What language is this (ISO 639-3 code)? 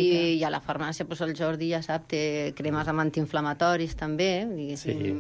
cat